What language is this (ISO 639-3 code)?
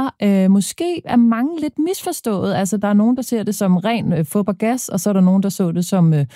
dan